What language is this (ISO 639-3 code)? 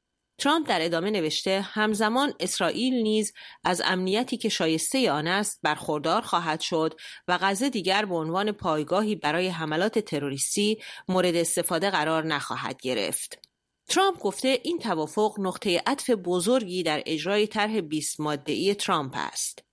fas